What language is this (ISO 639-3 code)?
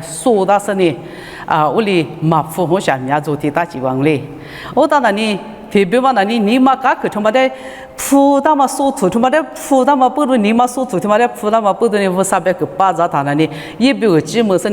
lis